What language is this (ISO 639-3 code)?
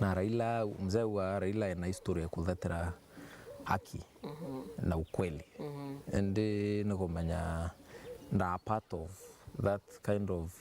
mer